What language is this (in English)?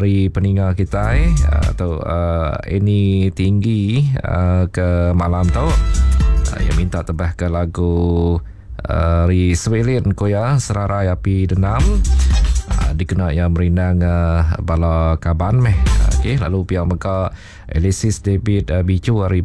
Iban